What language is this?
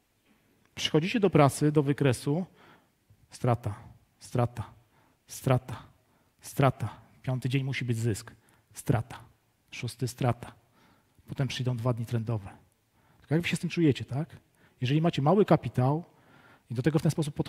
Polish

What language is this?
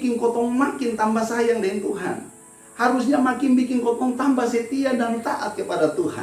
Kupang Malay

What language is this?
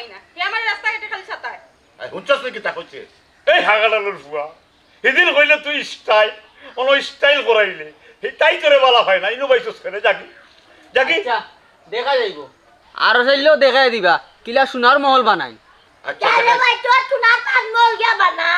Sylheti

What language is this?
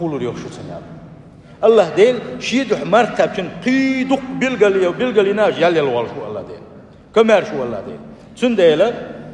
Chechen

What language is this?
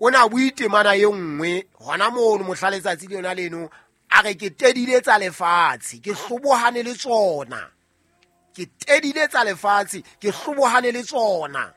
Southern Sotho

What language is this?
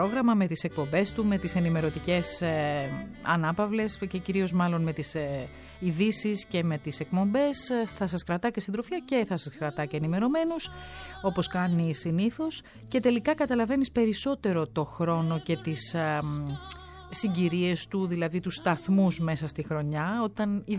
Greek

